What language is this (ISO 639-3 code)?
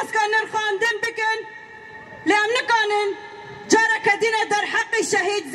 kur